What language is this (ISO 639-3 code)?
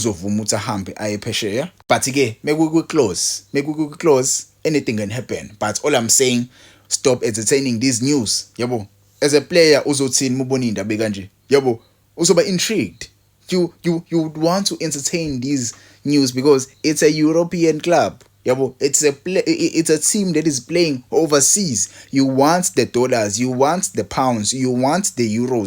zul